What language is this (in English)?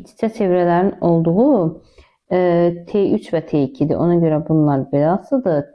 Azerbaijani